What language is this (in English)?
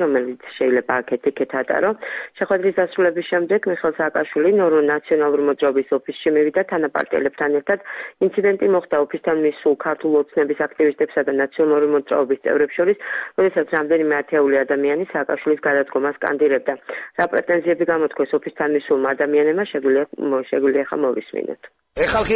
Georgian